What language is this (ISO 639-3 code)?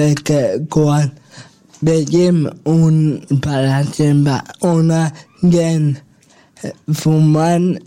cat